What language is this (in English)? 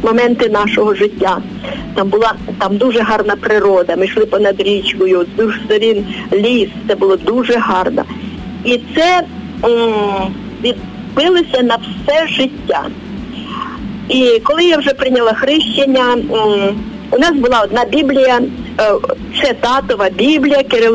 Ukrainian